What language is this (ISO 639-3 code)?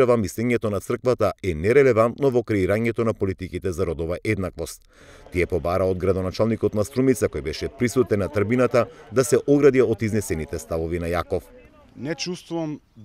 mkd